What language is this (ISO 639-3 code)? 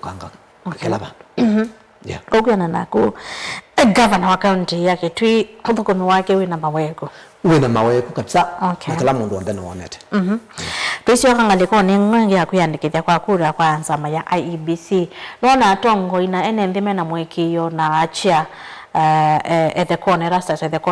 kam